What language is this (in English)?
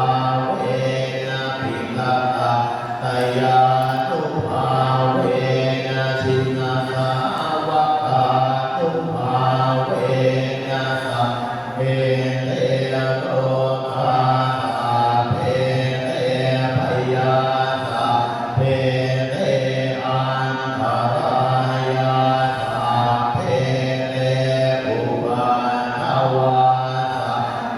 Pali